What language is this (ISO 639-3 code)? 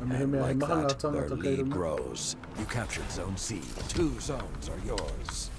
mri